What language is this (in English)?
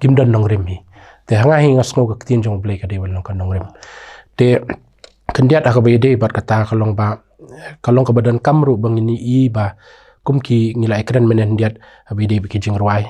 Khasi